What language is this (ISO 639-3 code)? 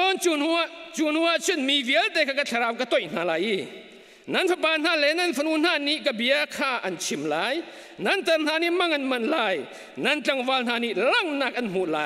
cnh